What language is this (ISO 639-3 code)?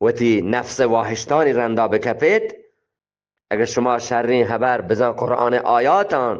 bgp